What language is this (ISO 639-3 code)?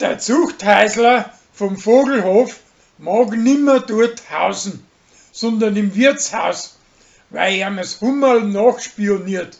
bar